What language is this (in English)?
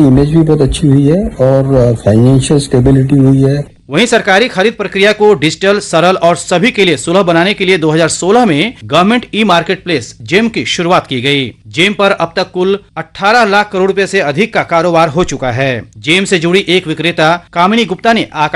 Hindi